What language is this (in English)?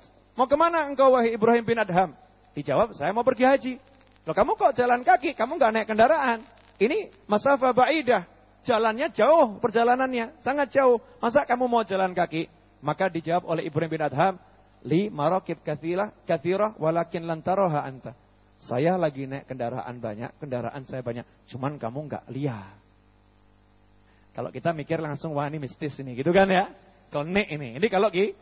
Indonesian